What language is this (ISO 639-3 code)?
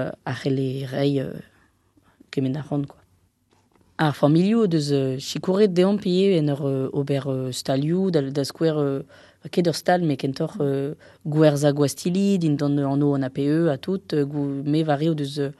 bre